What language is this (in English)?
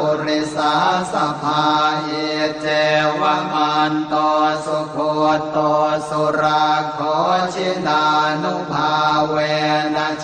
Pali